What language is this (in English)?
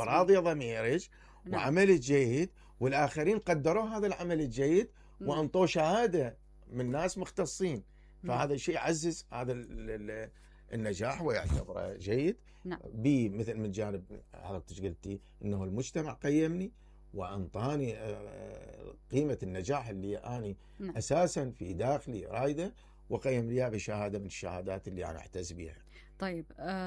Mesopotamian Arabic